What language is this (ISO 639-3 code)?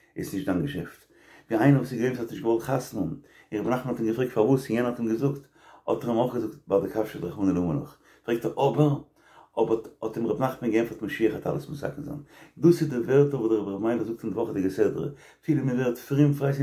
yid